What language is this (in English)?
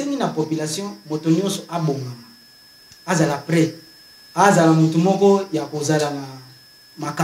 Lingala